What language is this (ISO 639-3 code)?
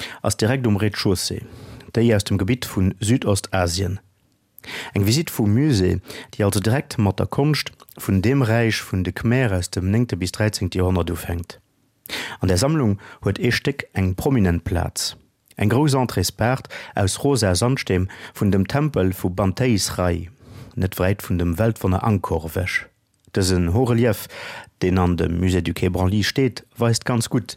ltz